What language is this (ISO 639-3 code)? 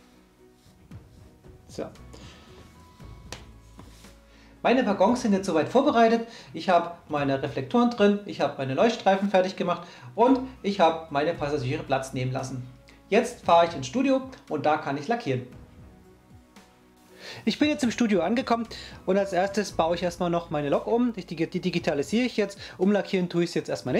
deu